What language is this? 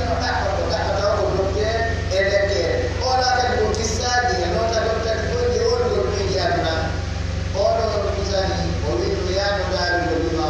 Pular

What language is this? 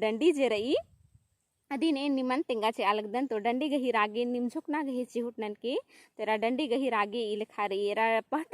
Kurukh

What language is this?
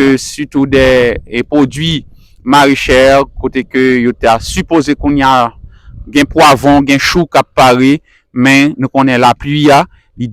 Haitian Creole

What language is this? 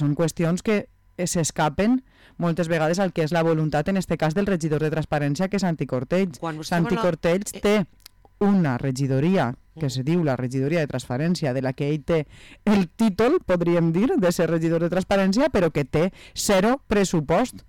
Catalan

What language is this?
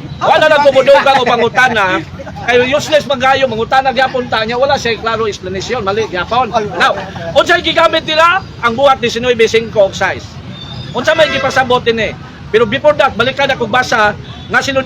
Cebuano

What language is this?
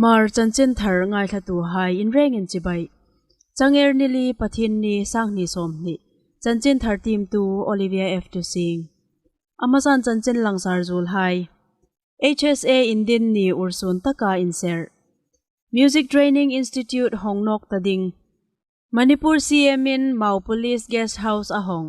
Hmar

